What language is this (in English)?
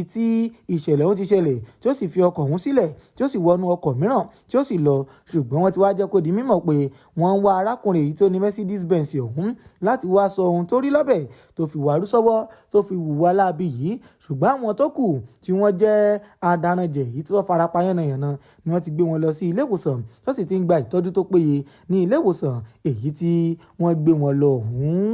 Yoruba